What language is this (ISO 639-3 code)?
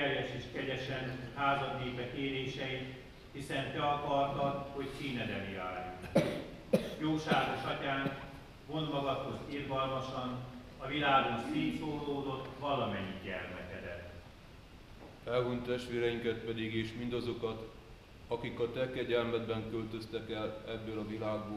hun